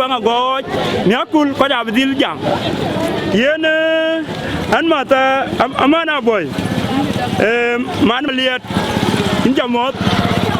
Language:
Dinka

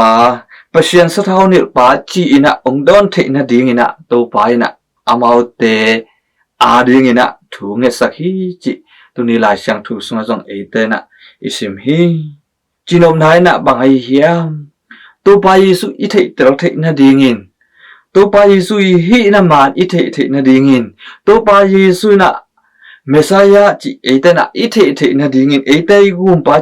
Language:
Tedim Chin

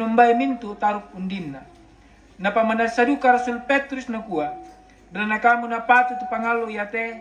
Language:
Toraja-Sa'dan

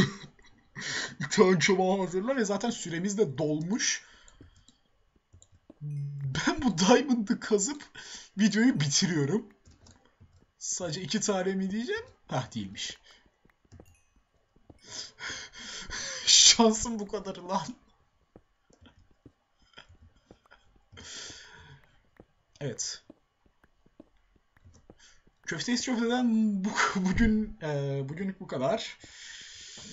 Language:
Turkish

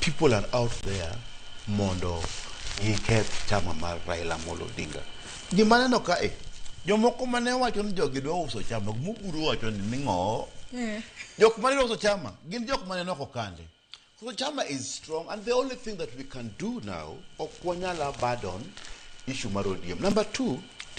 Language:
Luo (Kenya and Tanzania)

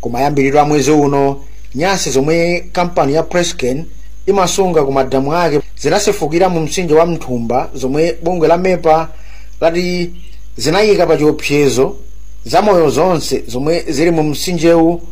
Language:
Nyanja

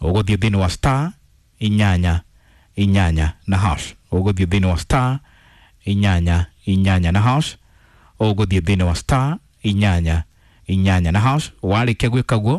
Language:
Kikuyu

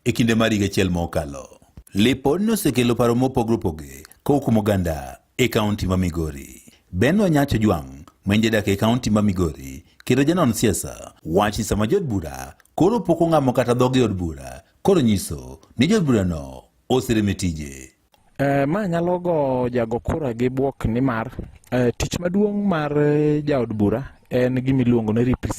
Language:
Luo (Kenya and Tanzania)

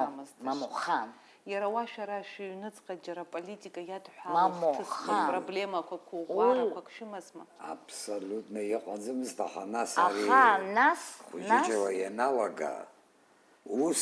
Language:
Abkhazian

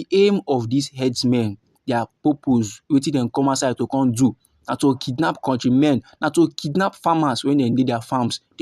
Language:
Nigerian Pidgin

